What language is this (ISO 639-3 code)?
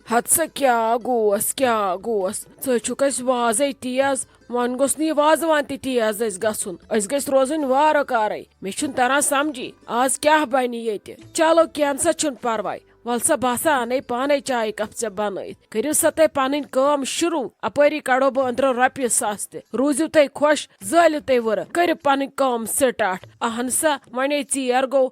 kas